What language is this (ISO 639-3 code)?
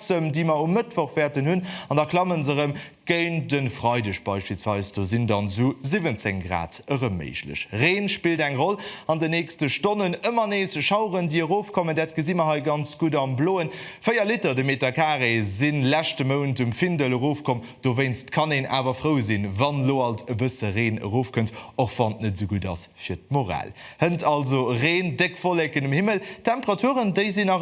ltz